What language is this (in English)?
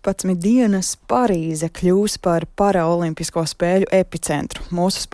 Latvian